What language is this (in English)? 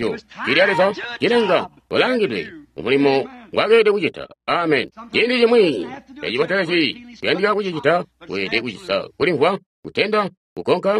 Tonga (Zambia)